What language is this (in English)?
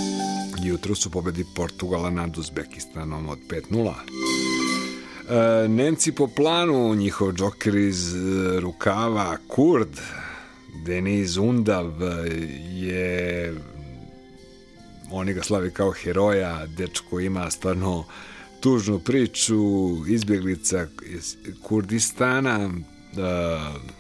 Serbian